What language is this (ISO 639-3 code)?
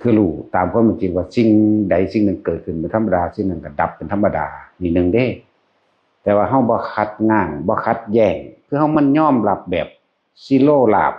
tts